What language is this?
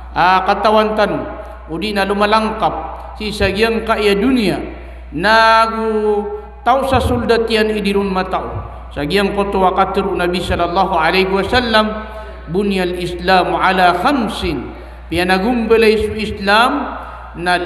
Maranao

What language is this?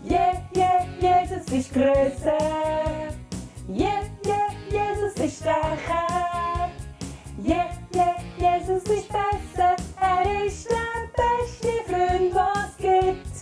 Swiss German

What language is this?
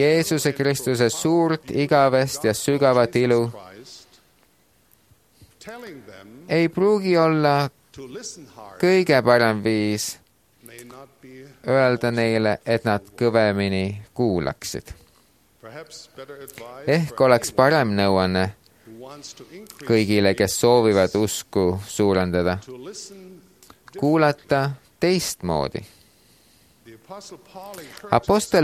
Estonian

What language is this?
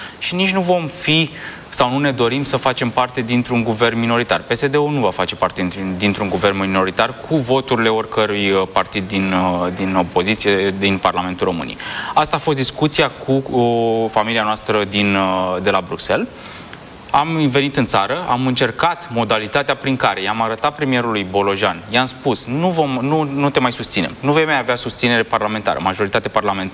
Romanian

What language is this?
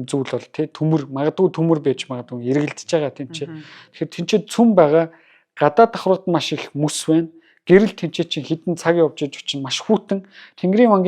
Mongolian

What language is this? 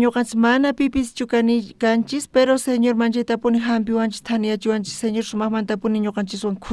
South Bolivian Quechua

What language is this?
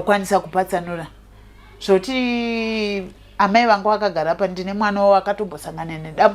Shona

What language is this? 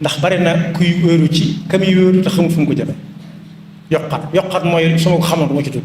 Wolof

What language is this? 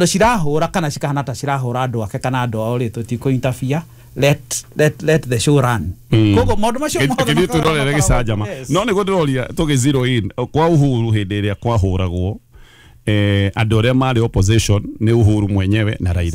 Kikuyu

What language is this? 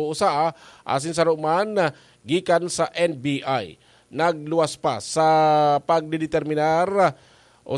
Bikol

